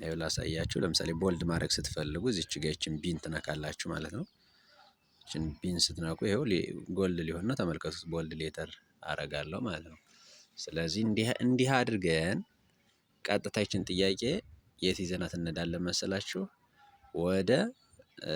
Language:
Amharic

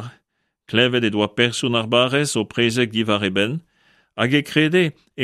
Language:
Breton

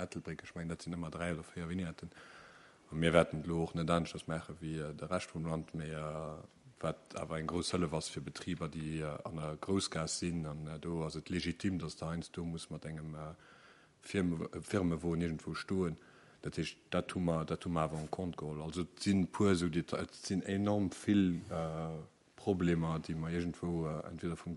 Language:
Luxembourgish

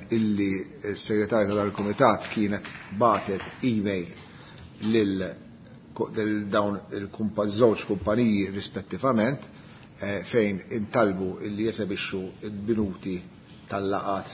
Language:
Maltese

